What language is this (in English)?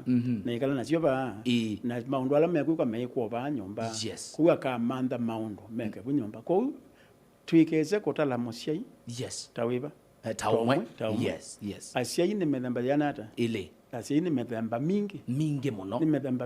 Kamba